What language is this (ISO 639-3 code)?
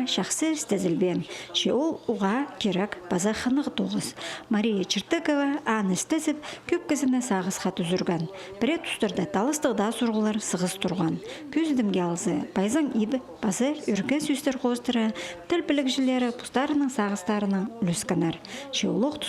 kjh